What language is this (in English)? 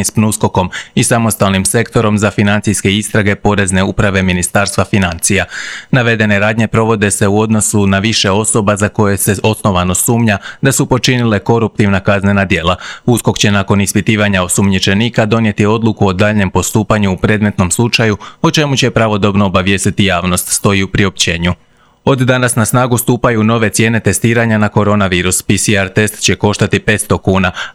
Croatian